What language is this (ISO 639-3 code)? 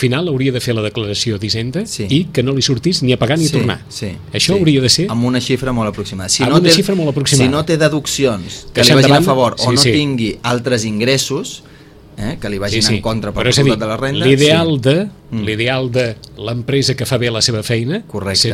cat